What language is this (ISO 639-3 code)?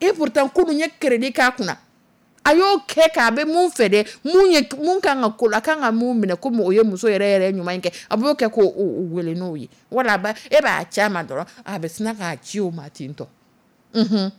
dyu